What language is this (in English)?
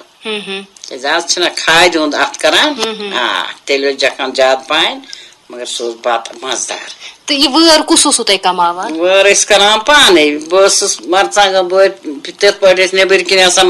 Kashmiri